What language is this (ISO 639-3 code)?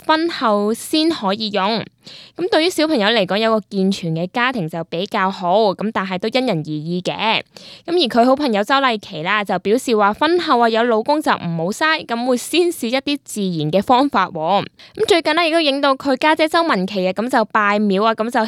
yue